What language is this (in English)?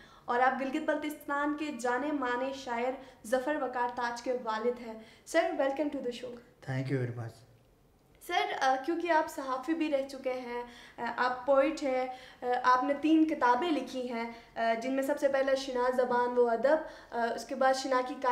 Urdu